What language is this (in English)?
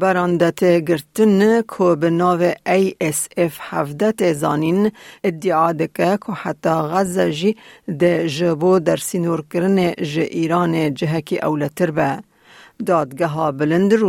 Kurdish